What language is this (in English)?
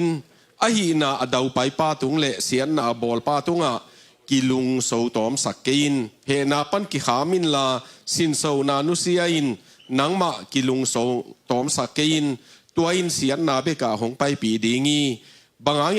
Tedim Chin